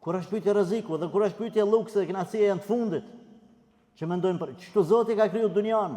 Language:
Albanian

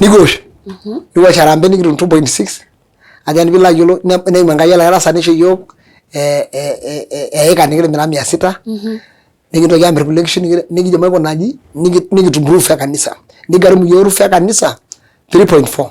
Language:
Masai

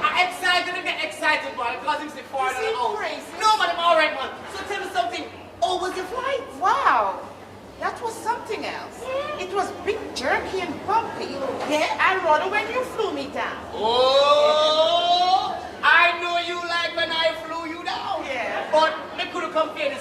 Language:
Jamaican Creole English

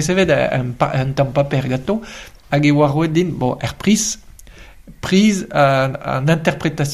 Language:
Breton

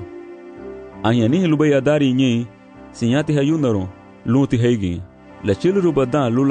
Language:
Garifuna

